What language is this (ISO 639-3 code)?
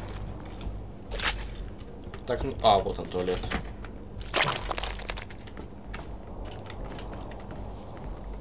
rus